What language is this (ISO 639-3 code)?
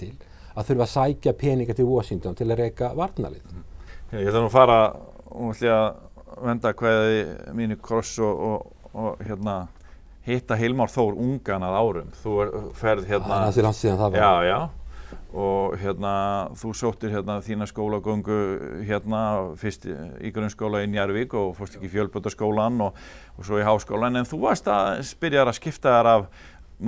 isl